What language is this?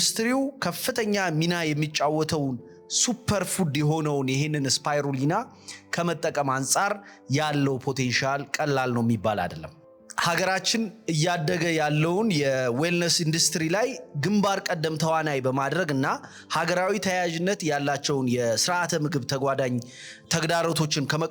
Amharic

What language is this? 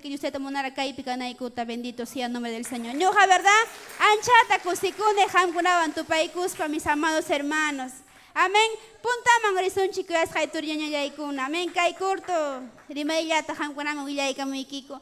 Ayacucho Quechua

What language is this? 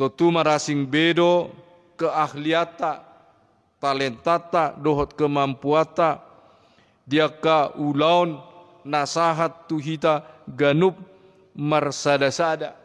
Batak Toba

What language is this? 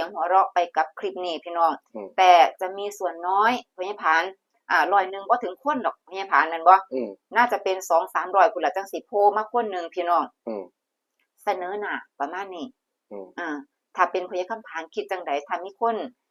Northeastern Thai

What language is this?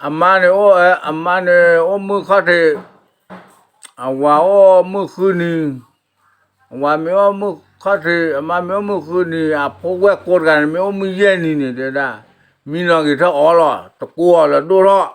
S'gaw Karen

